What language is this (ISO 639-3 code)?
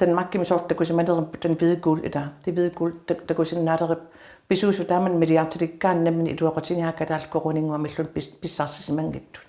kal